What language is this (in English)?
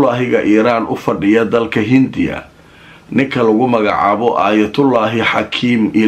Somali